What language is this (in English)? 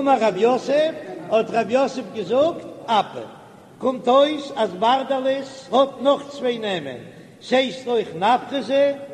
Yiddish